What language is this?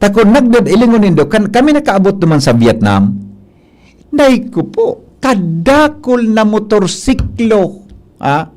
Bikol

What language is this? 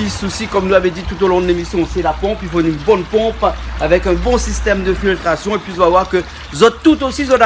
Réunion Creole French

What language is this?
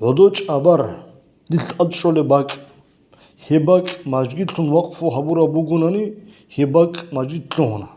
Avaric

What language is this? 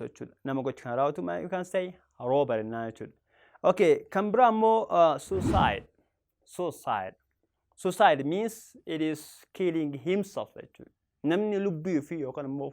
Oromo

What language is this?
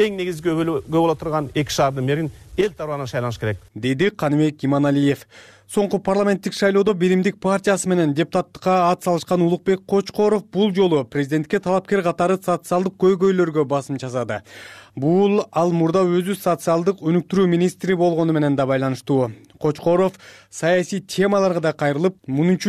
Kyrgyz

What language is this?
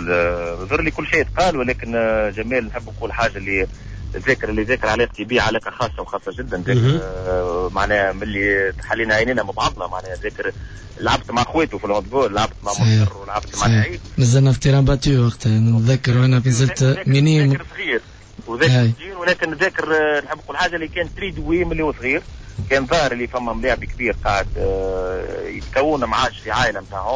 Tunisian Arabic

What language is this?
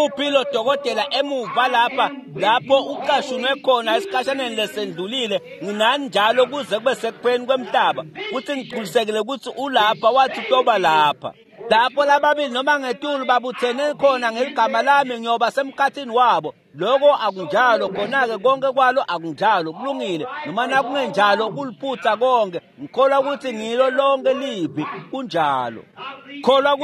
Swati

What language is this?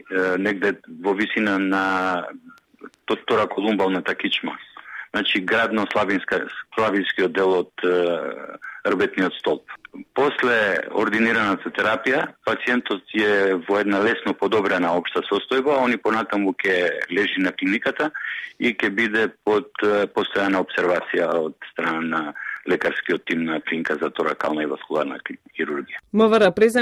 Macedonian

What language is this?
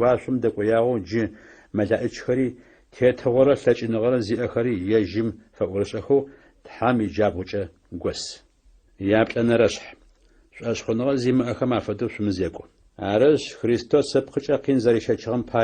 Adyghe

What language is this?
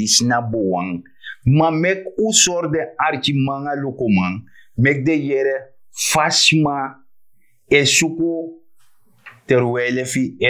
Sranan Tongo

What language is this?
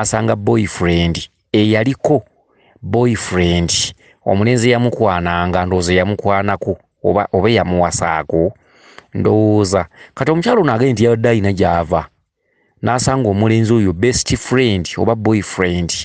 Ganda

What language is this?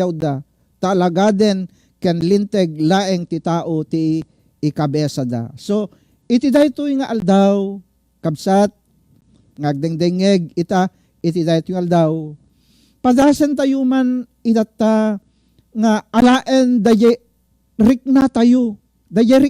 Iloko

